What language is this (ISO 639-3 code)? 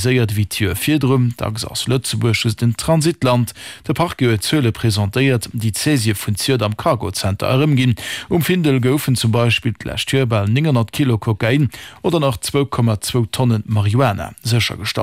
ltz